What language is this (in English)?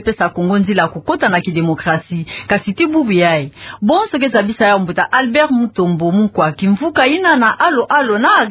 Kituba (Democratic Republic of Congo)